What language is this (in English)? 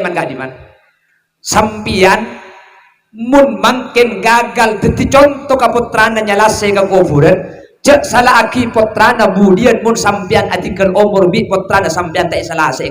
Madurese